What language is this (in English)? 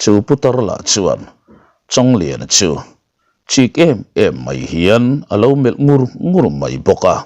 Mizo